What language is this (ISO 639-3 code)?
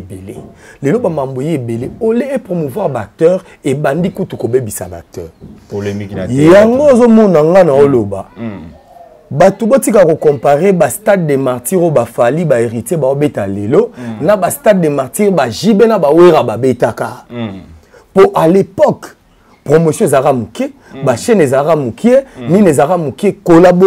lin